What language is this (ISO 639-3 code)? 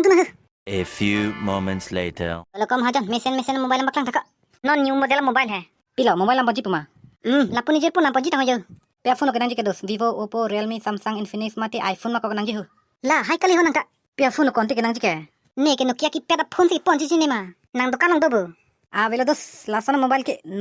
mjw